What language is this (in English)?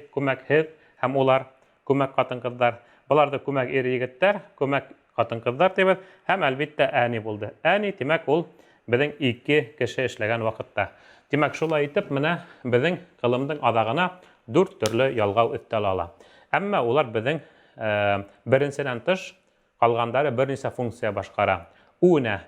Bashkir